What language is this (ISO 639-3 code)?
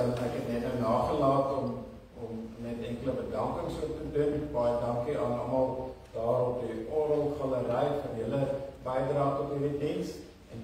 afr